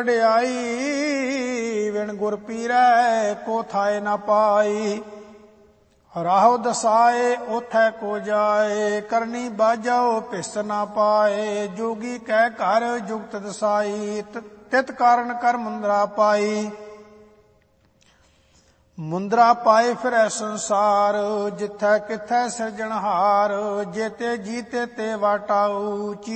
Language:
Punjabi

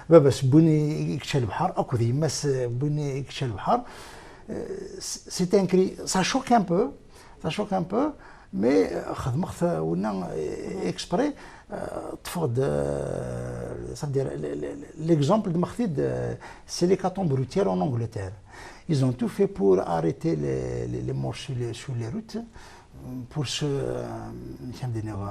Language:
Kabyle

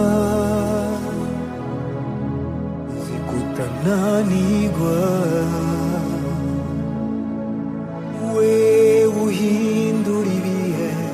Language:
Kinyarwanda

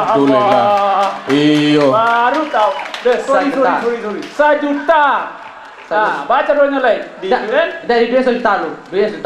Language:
Minangkabau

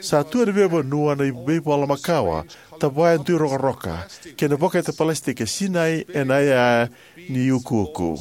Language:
Fijian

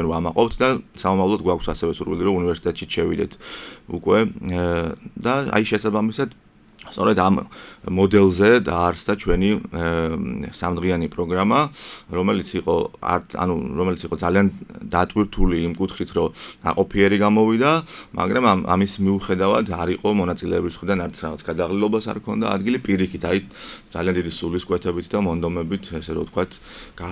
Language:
Georgian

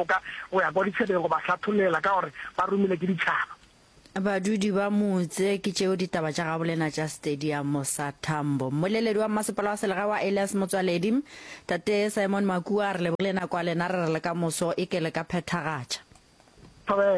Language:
Northern Sotho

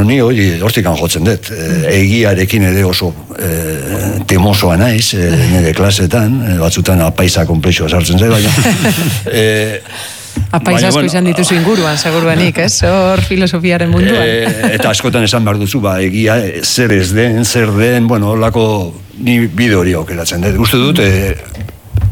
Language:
Basque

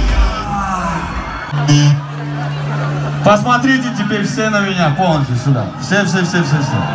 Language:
Russian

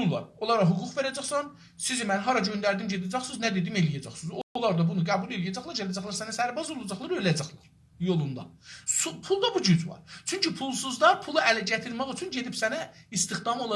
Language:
South Azerbaijani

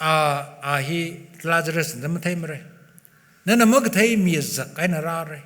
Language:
Tangkhul Naga (India)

